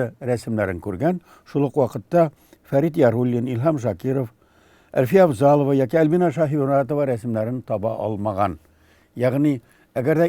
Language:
Tatar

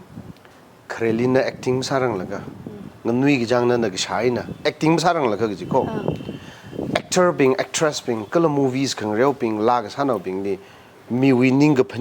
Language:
Tangkhul Naga (India)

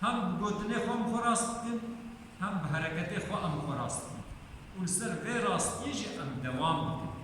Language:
Kurdish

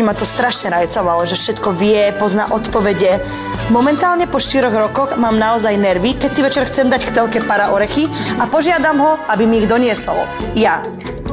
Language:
Slovak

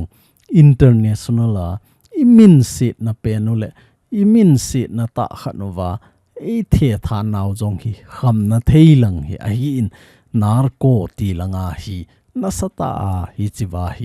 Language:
Thado Chin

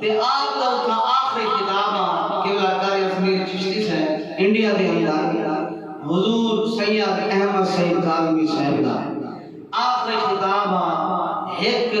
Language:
Saraiki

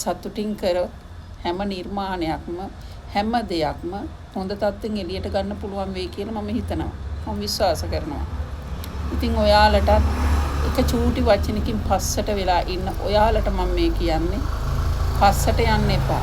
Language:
Sinhala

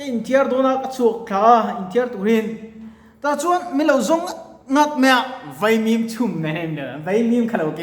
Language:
Mizo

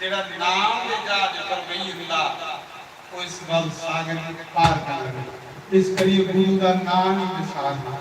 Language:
Dogri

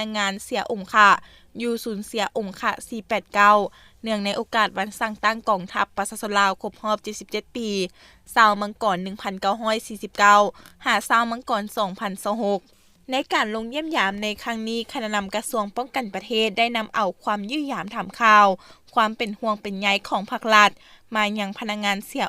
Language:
Lao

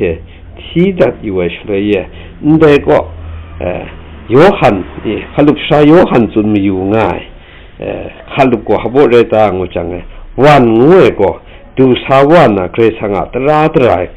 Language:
Kachin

